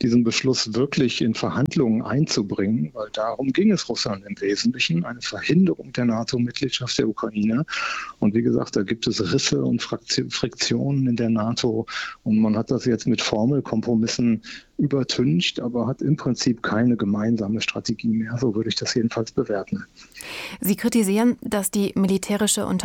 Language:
German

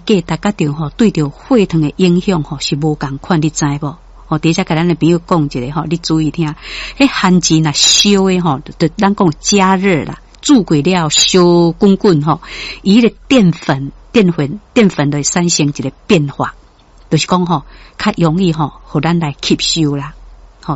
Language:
Min Nan Chinese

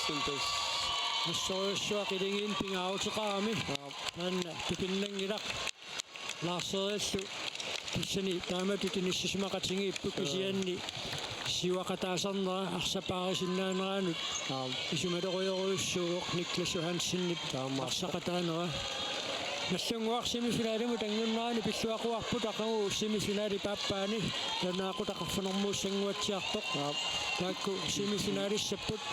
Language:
Kalaallisut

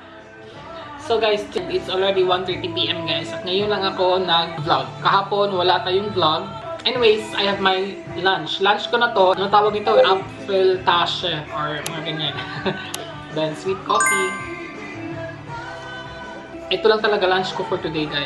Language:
Filipino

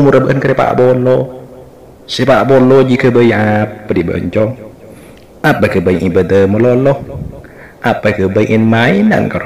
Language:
Madurese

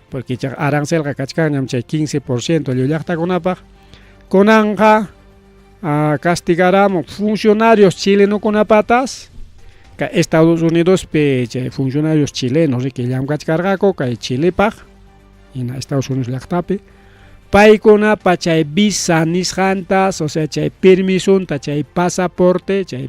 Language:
Ayacucho Quechua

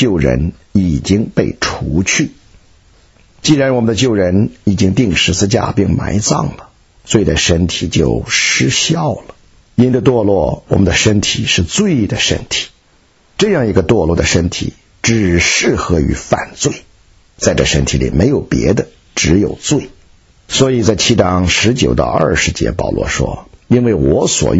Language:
Chinese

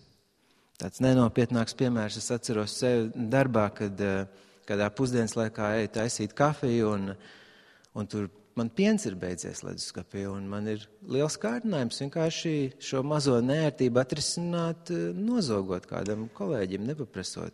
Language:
Latvian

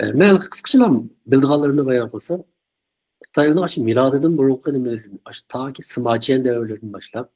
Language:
Uyghur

